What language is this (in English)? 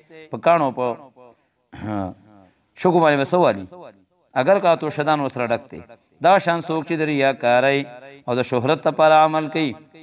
Pashto